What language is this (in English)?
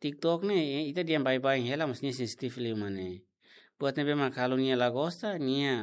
Tetum